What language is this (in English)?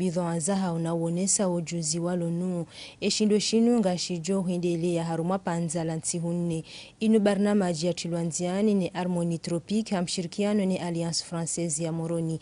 Ngazidja Comorian